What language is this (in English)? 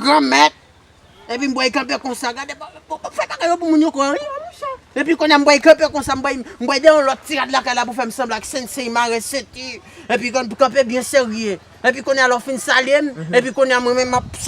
Haitian Creole